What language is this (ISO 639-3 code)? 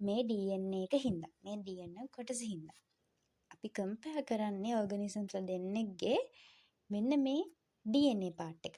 sin